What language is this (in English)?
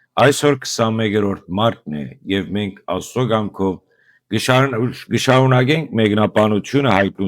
Western Armenian